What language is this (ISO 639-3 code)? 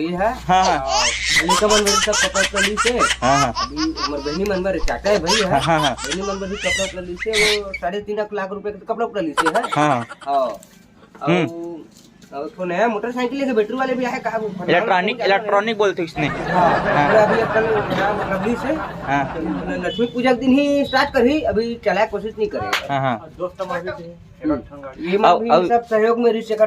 hne